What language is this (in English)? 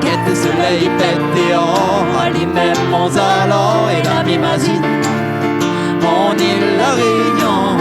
Réunion Creole French